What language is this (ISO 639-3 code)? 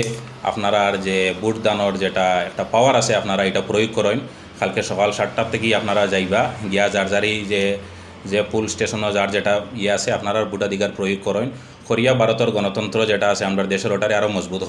syl